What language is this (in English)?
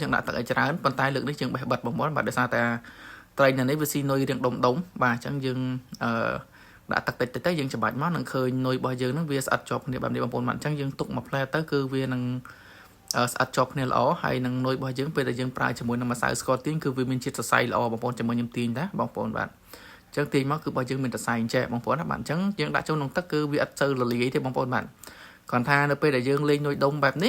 Khmer